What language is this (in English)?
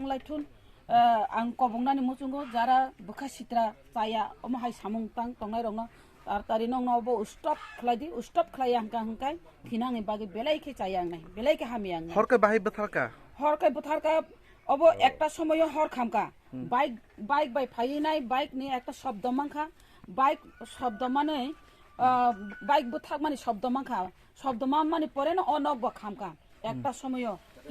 Kok Borok